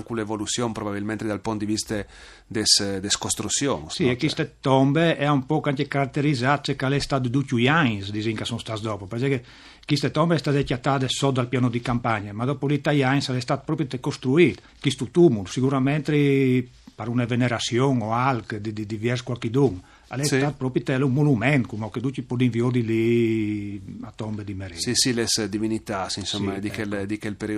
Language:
Friulian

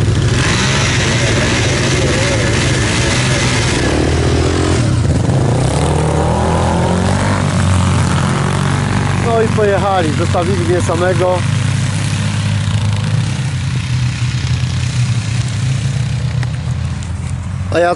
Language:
Polish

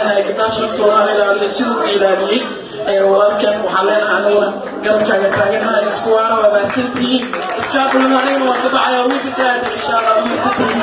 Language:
Somali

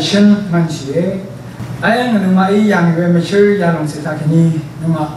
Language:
Rawang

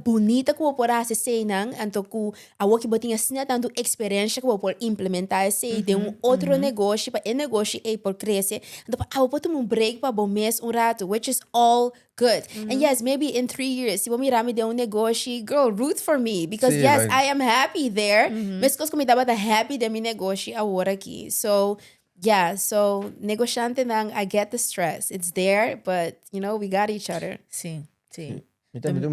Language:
Papiamento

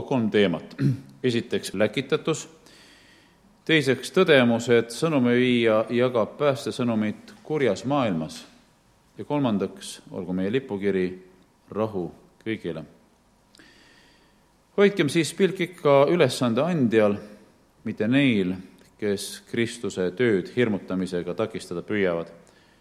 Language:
Estonian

